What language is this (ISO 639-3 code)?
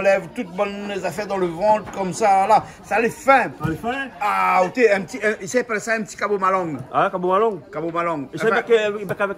rcf